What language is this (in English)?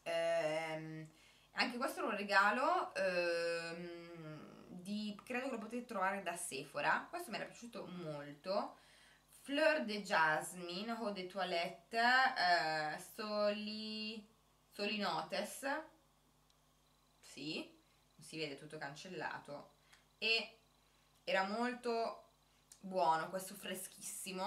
Italian